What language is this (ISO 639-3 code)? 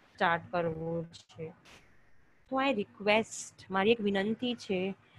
guj